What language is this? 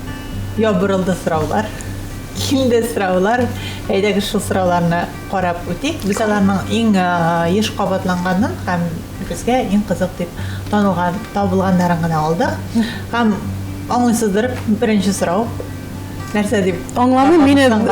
Tatar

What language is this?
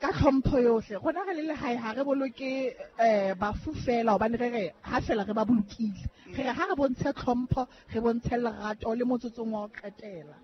Southern Sotho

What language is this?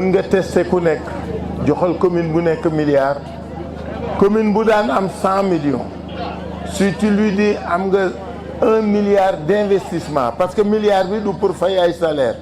Wolof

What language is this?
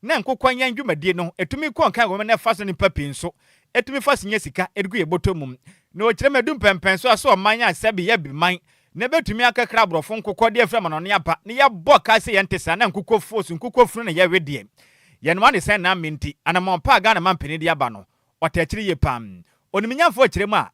Akan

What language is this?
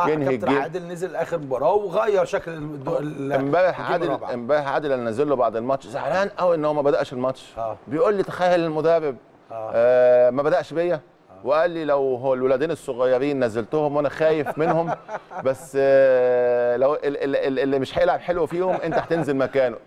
Egyptian Arabic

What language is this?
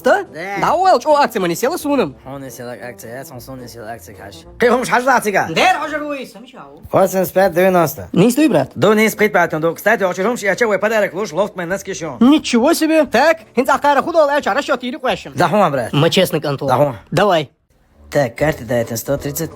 Chechen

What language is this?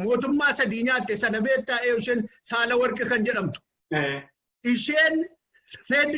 Oromo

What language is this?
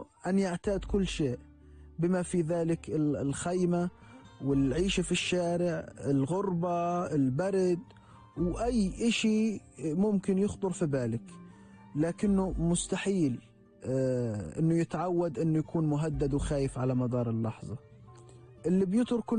North Levantine Arabic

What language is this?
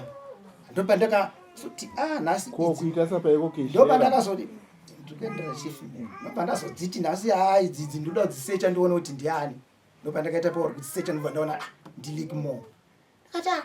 Shona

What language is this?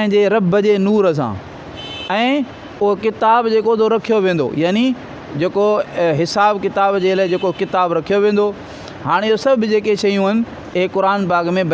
Sindhi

